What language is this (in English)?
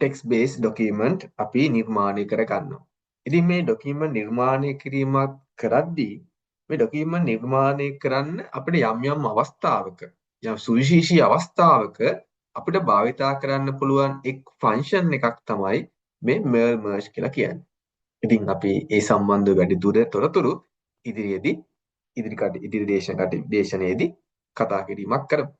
Sinhala